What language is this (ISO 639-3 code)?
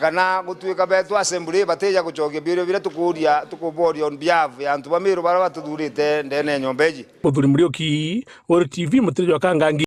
mer